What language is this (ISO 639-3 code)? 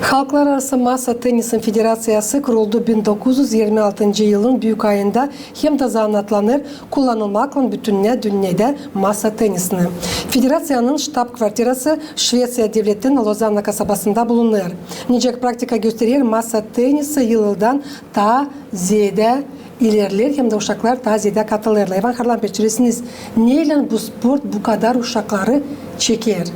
gag